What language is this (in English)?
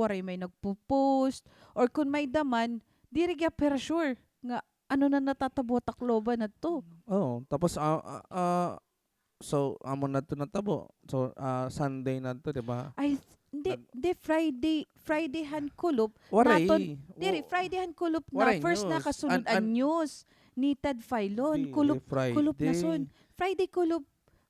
Waray